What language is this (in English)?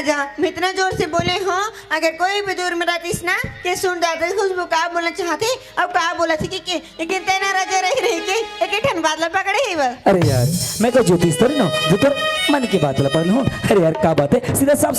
Chhattisgarhi